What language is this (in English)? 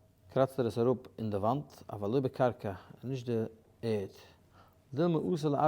Yiddish